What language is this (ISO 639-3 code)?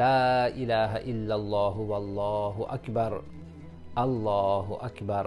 uzb